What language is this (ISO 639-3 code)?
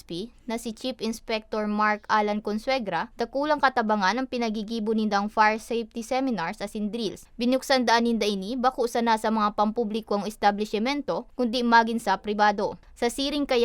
bik